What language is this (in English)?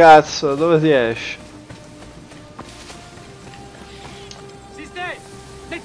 Italian